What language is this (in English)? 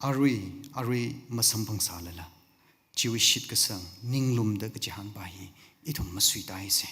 Tangkhul Naga (India)